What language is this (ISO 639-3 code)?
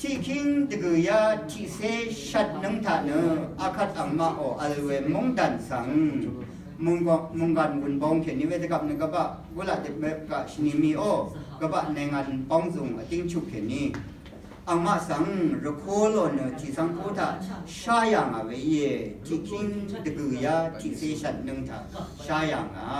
raw